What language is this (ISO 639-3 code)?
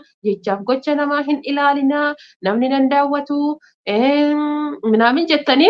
orm